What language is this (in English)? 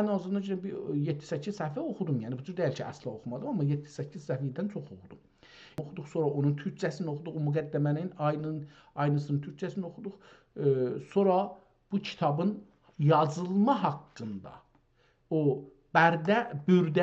South Azerbaijani